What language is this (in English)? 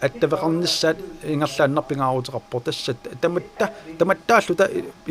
Kalaallisut